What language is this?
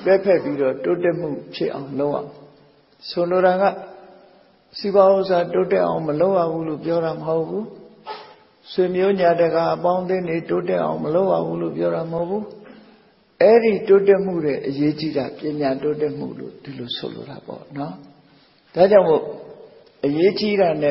Burmese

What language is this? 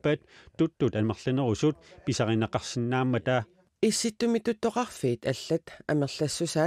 Kalaallisut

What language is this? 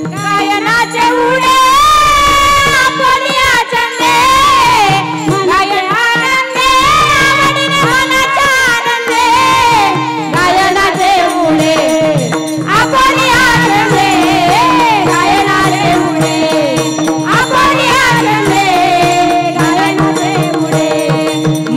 Marathi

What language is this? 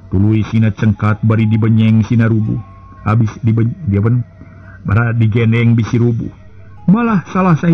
Sundanese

